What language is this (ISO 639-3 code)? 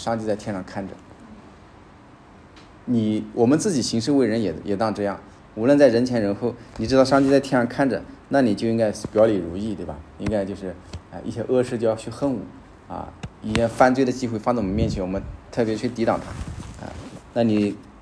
zho